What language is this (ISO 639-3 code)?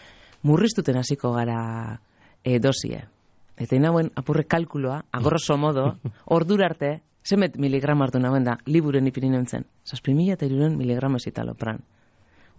eus